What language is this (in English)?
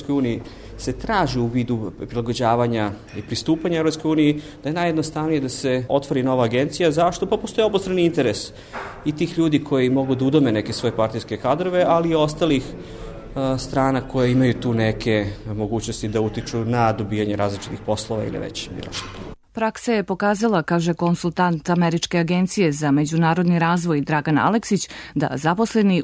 Serbian